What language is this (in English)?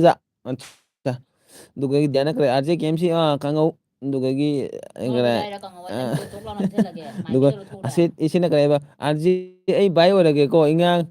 Manipuri